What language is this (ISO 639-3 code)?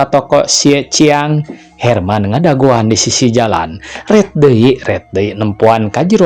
sun